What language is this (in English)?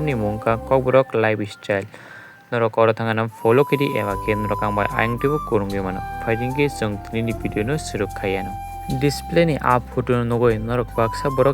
Kok Borok